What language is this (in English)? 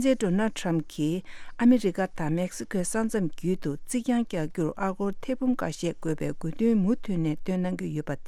Tibetan